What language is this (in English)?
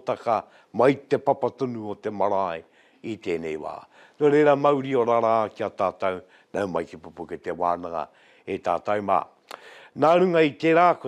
Māori